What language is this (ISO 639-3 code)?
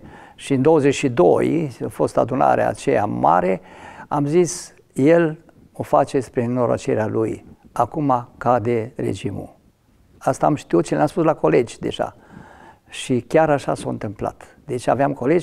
ron